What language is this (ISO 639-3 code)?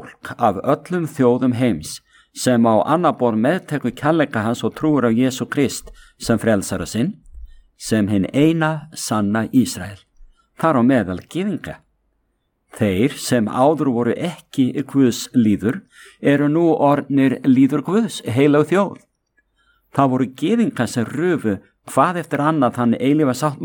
isl